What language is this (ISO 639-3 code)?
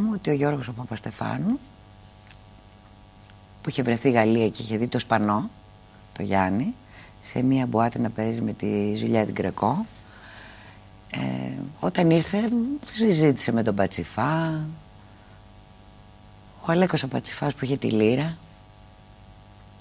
ell